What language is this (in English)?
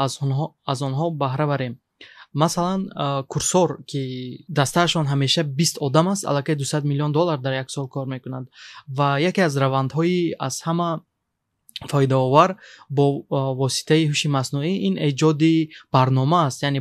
Tajik